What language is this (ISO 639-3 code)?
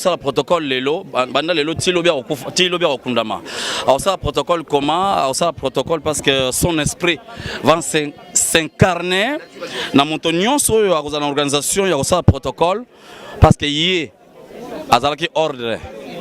lin